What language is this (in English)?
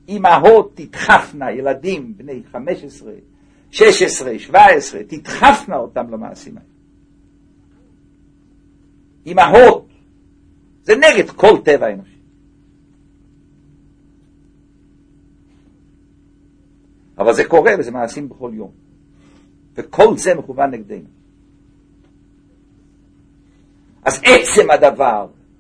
Hebrew